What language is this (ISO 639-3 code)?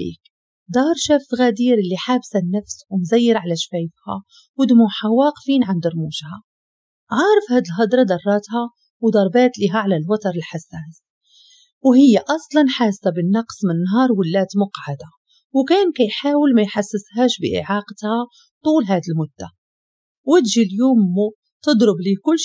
ary